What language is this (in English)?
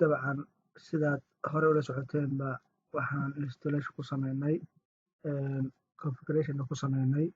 Somali